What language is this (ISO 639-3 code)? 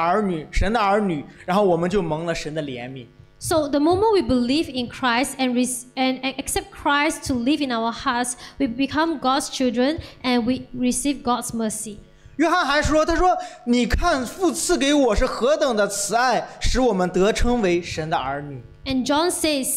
zho